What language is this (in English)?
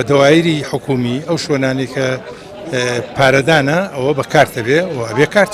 Central Kurdish